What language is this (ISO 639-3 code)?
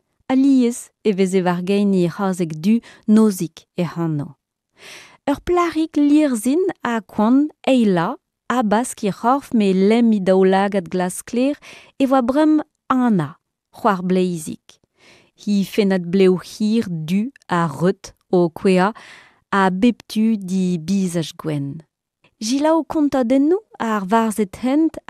bre